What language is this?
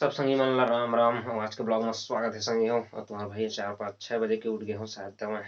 Chhattisgarhi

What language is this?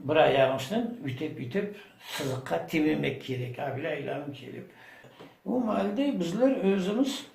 Crimean Tatar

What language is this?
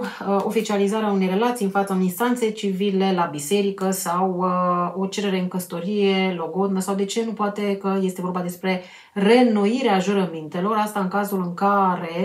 Romanian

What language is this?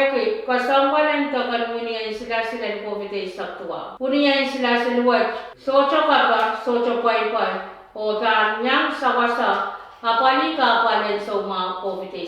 Pohnpeian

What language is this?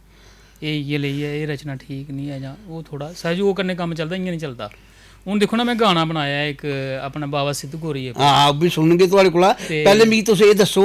Dogri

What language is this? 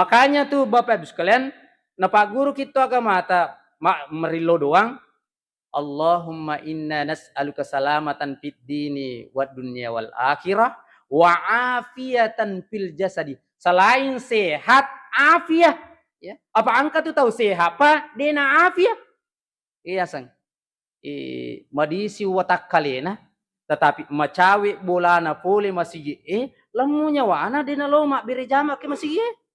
Buginese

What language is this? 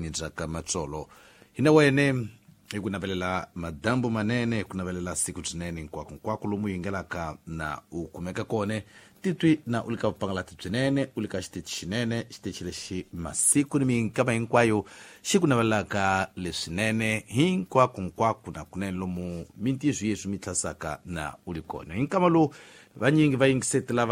Tsonga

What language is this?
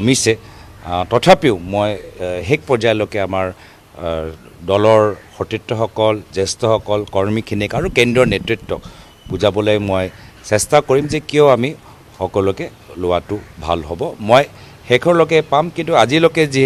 Assamese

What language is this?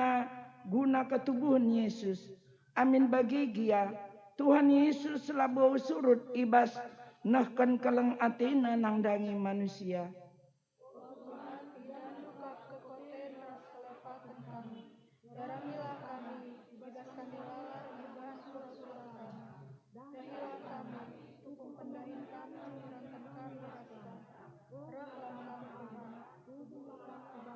Batak Karo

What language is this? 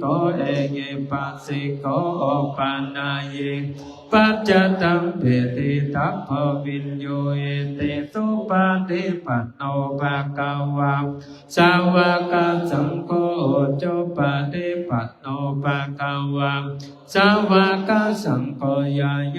Pali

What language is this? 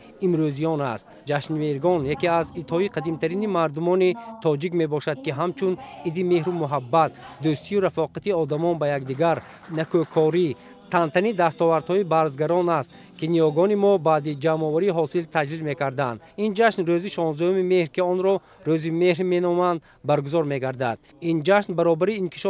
Tajik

